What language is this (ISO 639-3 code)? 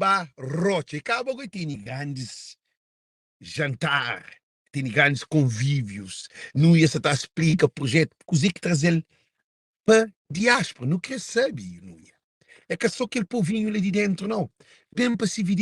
kea